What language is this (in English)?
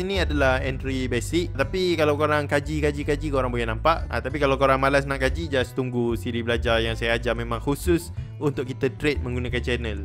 Malay